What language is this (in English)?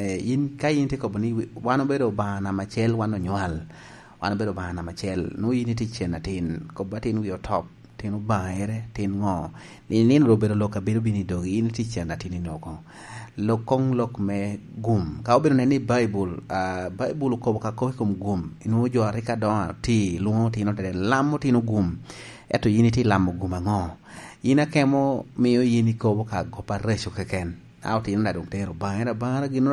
Lango (Uganda)